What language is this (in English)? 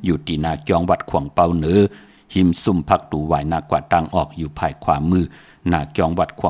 Shan